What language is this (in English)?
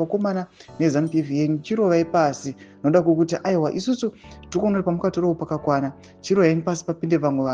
Shona